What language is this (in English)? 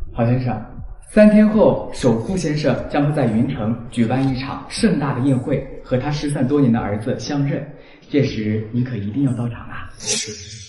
Chinese